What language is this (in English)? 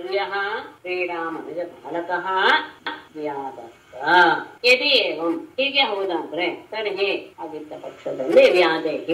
Kannada